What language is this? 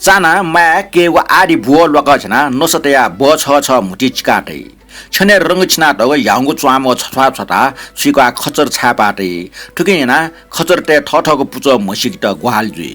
Newari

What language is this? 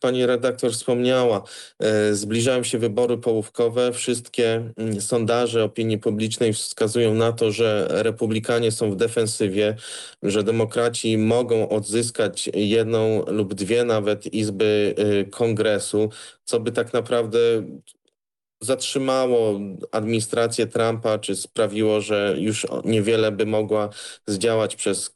Polish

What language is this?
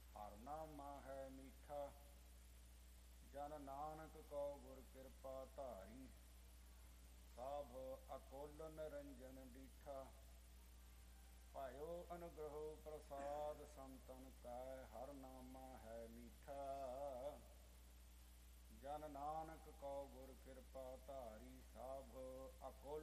Punjabi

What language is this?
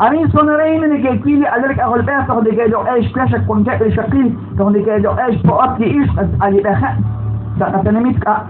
Kekchí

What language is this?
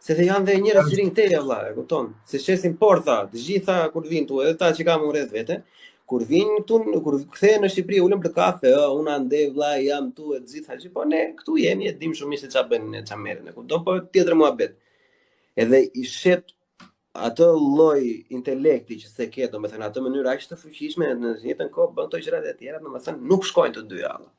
Albanian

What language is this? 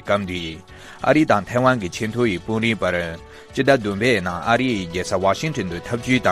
Tibetan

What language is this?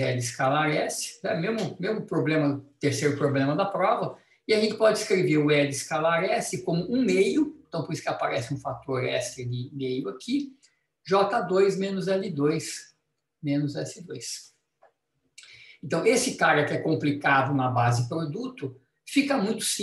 Portuguese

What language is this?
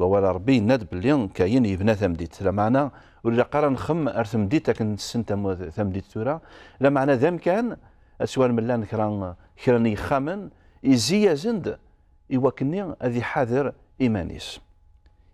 Kabyle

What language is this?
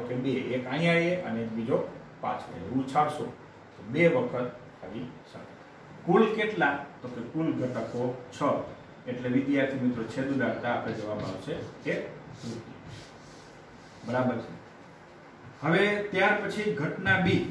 Gujarati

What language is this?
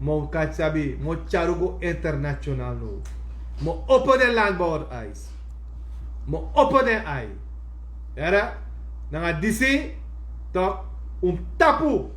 Sranan Tongo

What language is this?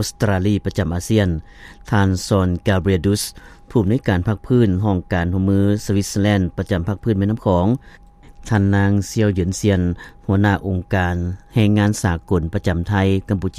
Lao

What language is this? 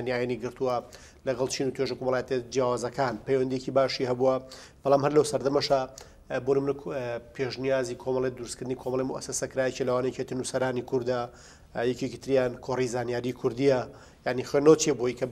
Central Kurdish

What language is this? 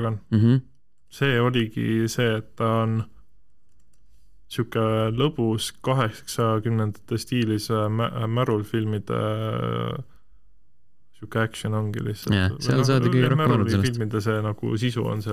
Estonian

